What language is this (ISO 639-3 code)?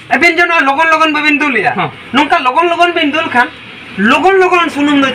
sat